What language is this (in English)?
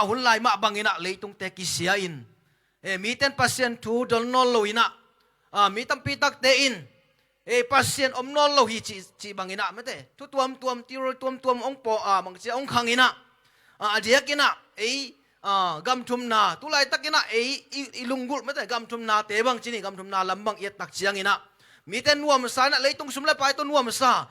Tedim Chin